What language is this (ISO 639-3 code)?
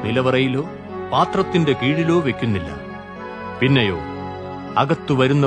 mal